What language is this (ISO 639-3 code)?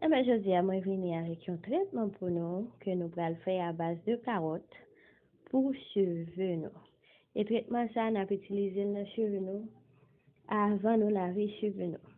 hat